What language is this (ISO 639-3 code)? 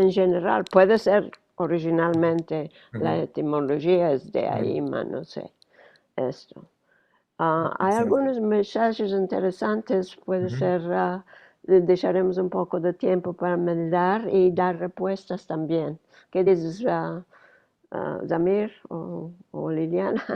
lad